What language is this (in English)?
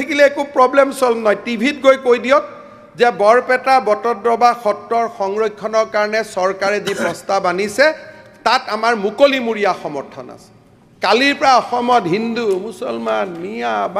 Assamese